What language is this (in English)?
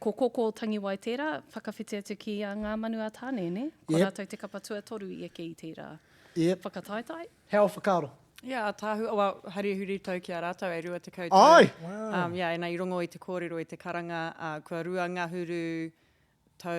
Māori